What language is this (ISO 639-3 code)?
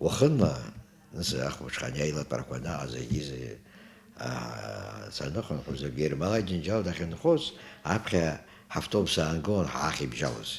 abk